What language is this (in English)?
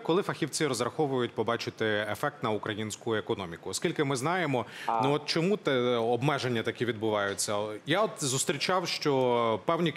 Ukrainian